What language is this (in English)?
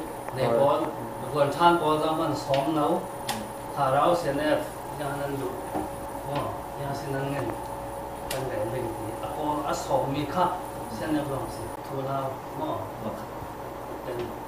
Falam Chin